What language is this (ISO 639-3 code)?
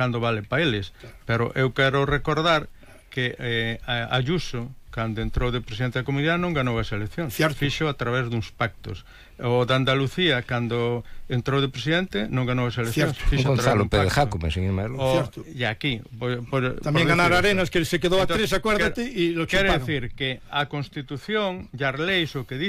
glg